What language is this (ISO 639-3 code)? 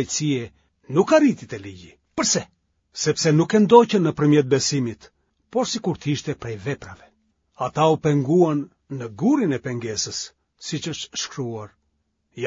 sqi